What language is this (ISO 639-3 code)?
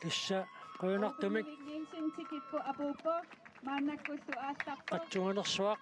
kal